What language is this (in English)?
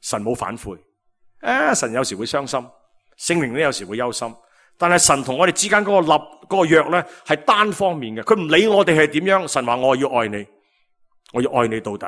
Cantonese